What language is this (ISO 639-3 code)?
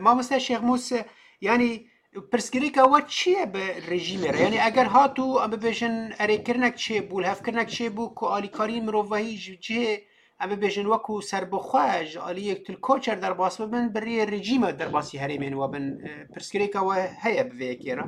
kur